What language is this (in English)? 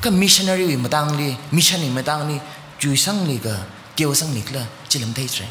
Tangkhul Naga (India)